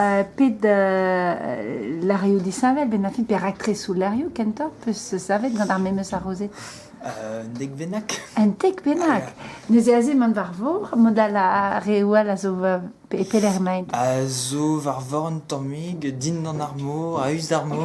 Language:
Breton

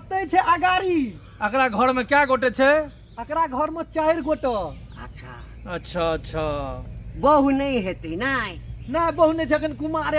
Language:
Maithili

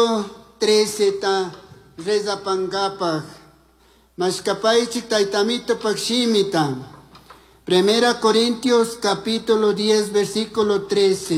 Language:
Chimborazo Highland Quichua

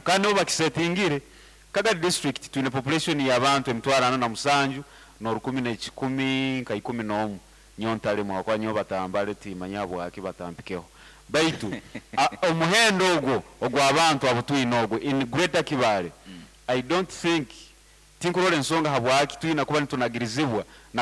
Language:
Nyankole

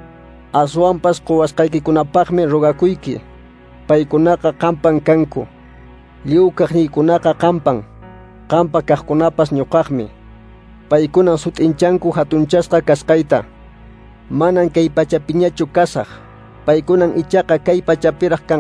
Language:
Quechua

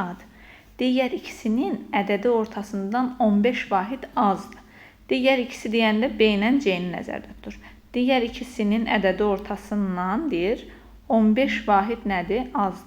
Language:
Azerbaijani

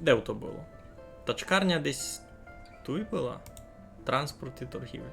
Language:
Rusyn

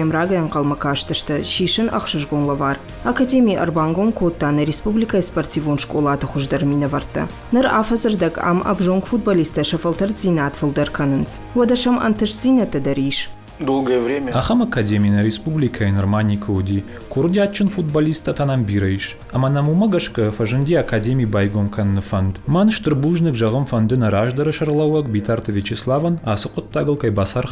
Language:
Ossetic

